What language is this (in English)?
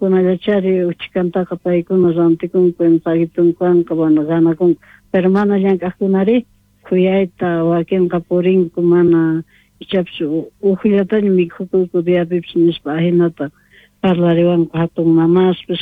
South Bolivian Quechua